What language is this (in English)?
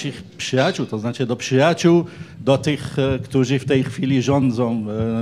Polish